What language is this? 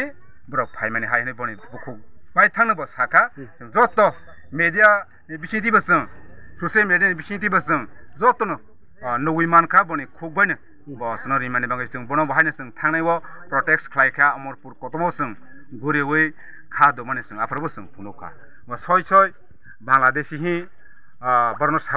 Kok Borok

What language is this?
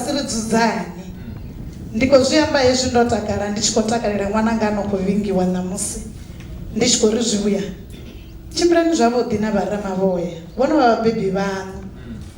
Venda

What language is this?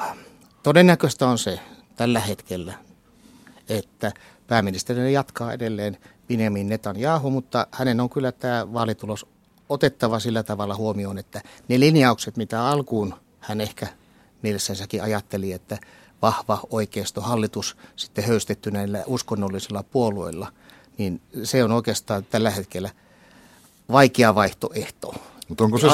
Finnish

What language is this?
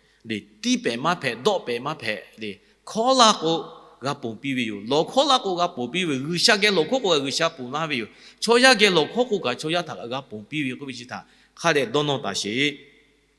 Lahu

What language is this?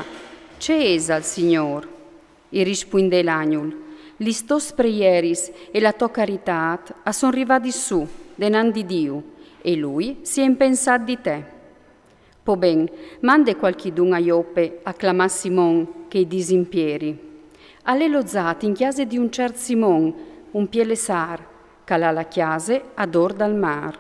Friulian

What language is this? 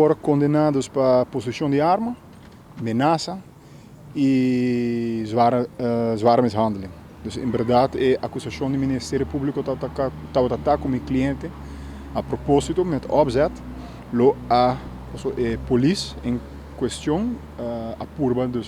Papiamento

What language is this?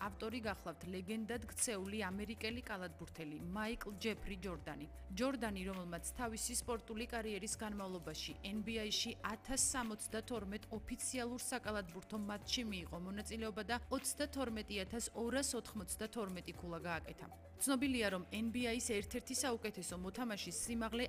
Georgian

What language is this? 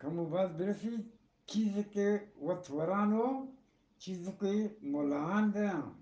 Eastern Balochi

